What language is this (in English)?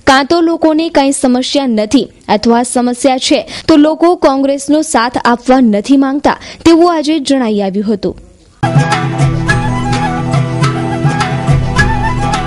Gujarati